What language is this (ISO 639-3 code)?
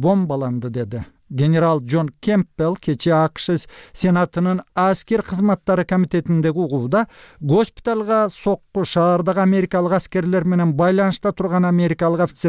kir